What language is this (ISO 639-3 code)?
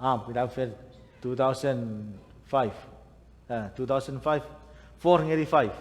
chk